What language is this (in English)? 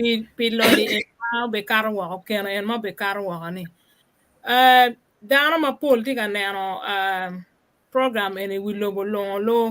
Acoli